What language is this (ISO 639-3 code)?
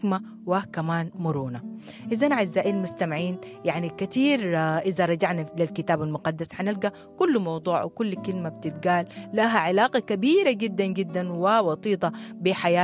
apd